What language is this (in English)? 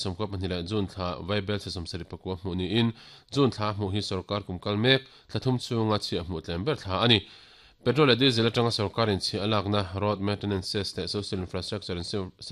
Mizo